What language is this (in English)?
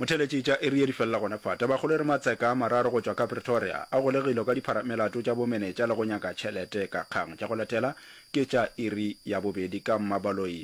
Northern Sotho